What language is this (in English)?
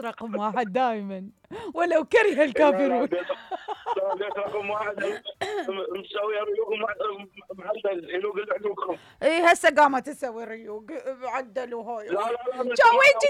Mesopotamian Arabic